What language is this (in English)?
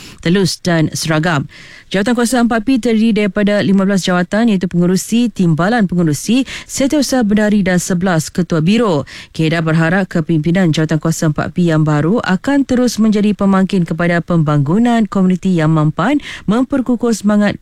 Malay